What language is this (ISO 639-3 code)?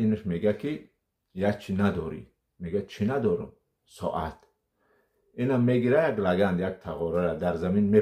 tgk